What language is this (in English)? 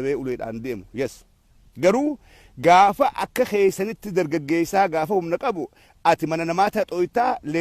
Oromo